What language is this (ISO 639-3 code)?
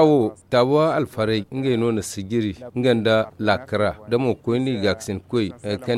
dje